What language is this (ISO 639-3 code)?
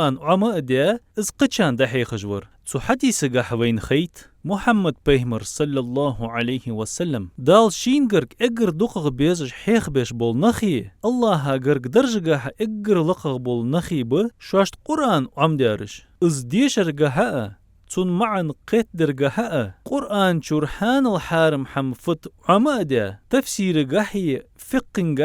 inh